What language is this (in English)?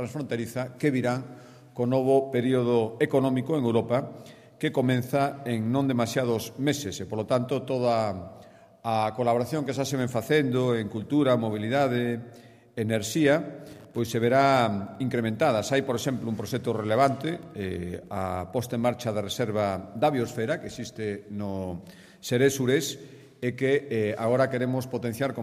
Galician